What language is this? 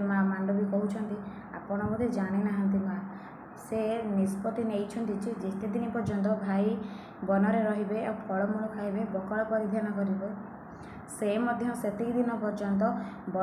Odia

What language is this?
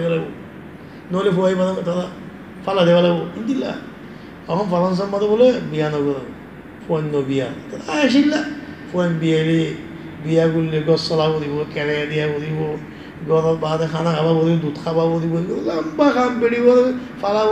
Rohingya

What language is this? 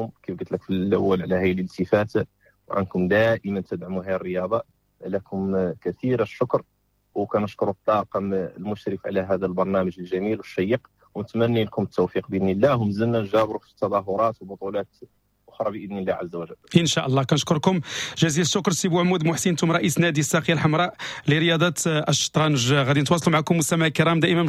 Moroccan Arabic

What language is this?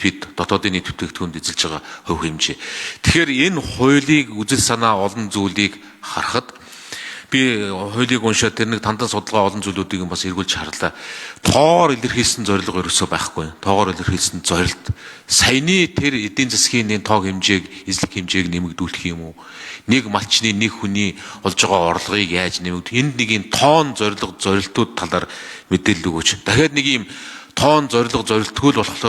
Mongolian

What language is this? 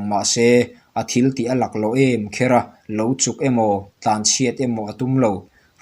Mizo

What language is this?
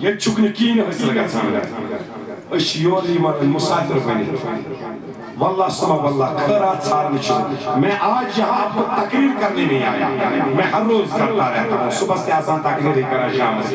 Kashmiri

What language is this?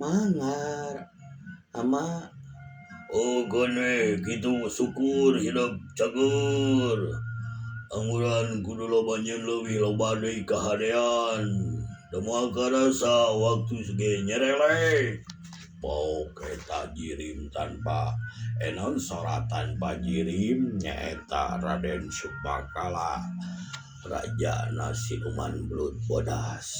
Sundanese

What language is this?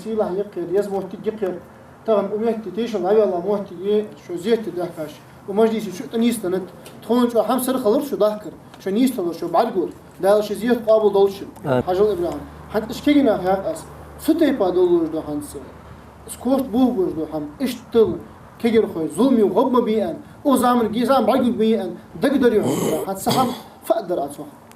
Ingush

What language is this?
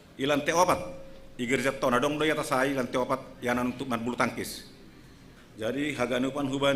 Batak Simalungun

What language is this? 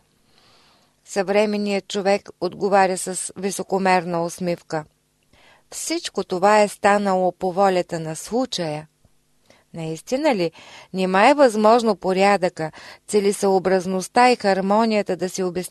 Bulgarian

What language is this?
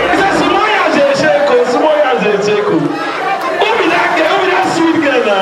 Nigerian Pidgin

